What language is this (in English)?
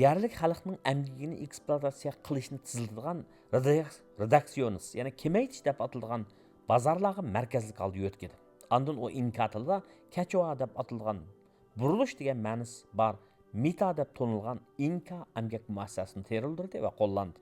Uyghur